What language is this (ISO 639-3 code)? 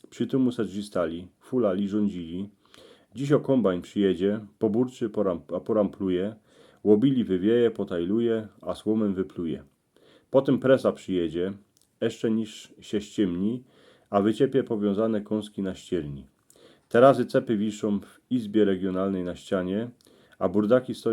szl